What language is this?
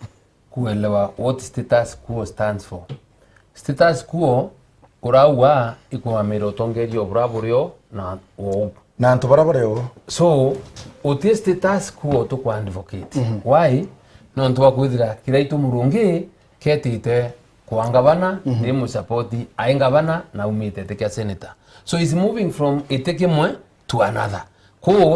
Meru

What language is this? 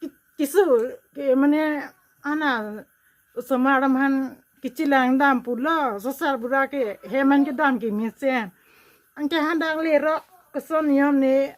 Karbi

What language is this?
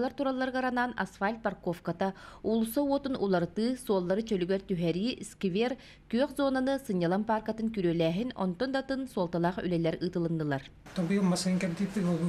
Yakut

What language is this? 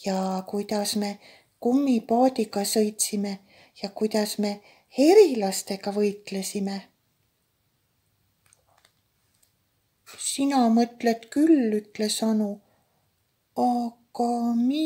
Estonian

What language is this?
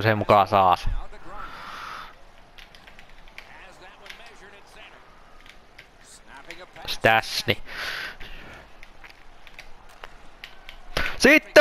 Finnish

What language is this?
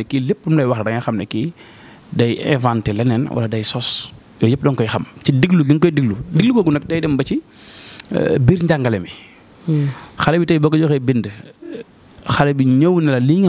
Wolof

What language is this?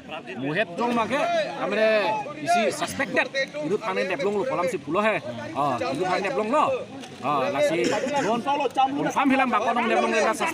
Karbi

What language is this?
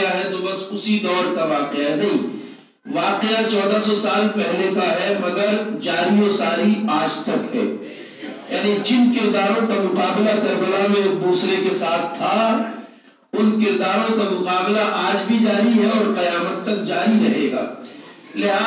Urdu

